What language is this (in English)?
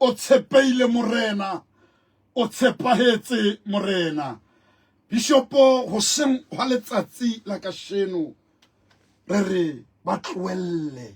Southern Sotho